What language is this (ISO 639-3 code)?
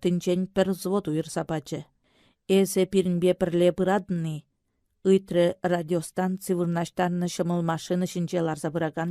chv